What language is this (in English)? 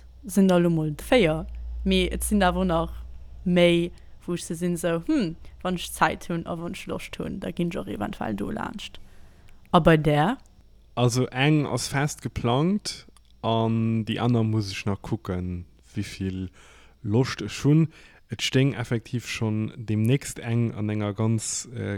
Luxembourgish